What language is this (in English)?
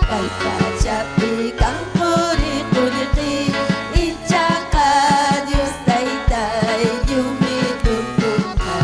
Ayacucho Quechua